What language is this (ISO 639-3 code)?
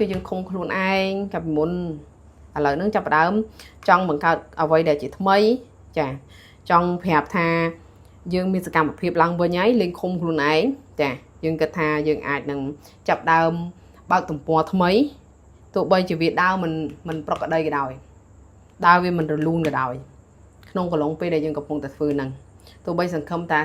khm